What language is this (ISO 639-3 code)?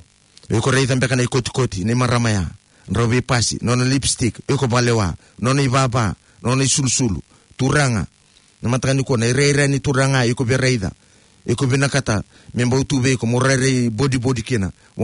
fij